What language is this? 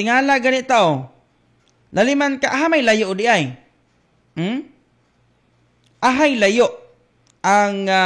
Filipino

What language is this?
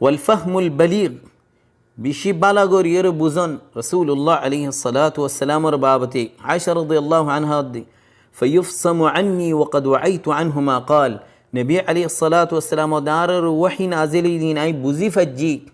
Rohingya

